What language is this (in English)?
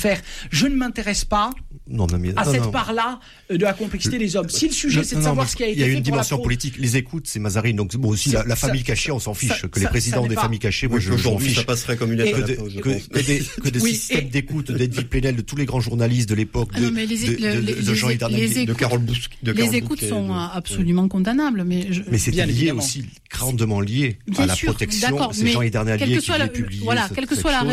French